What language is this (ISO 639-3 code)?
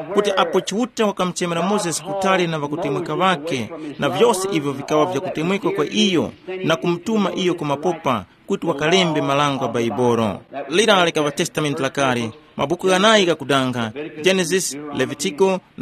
tum